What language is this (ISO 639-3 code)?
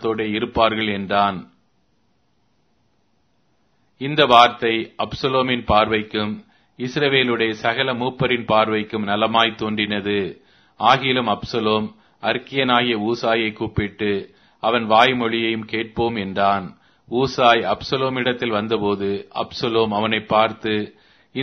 tam